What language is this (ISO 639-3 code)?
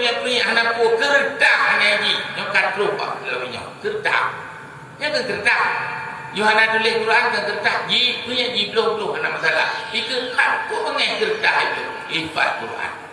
ace